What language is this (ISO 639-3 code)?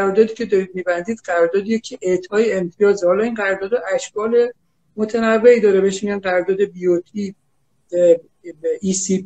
fas